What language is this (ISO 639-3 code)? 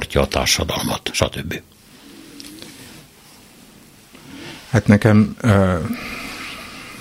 hun